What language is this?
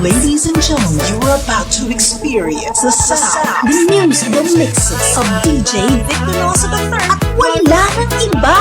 Hiligaynon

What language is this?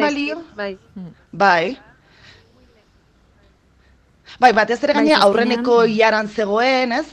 Basque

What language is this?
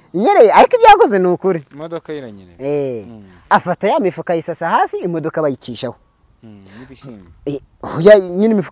Kinyarwanda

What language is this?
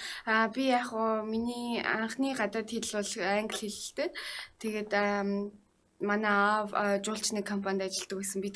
Mongolian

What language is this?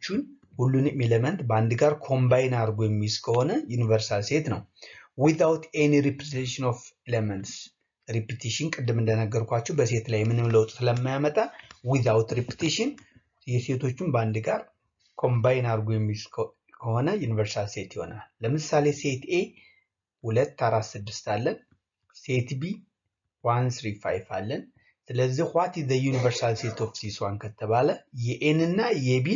Amharic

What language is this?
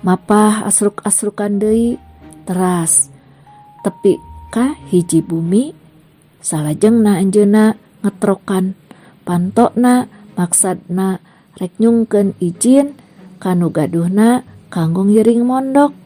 Sundanese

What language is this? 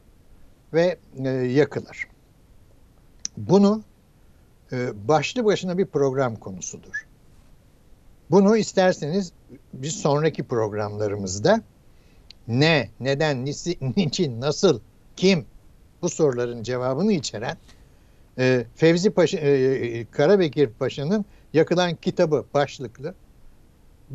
Turkish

